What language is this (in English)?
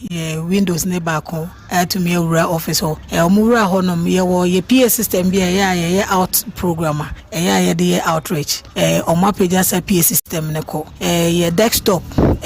Akan